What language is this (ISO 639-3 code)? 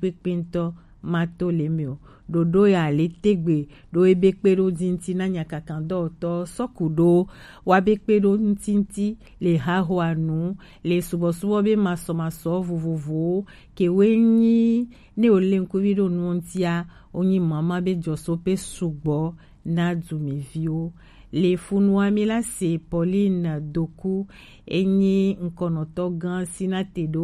gej